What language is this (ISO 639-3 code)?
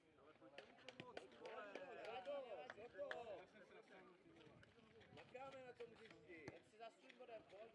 ces